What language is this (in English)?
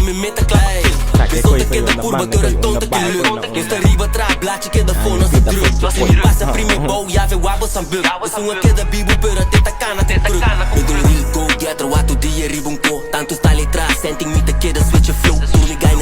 Papiamento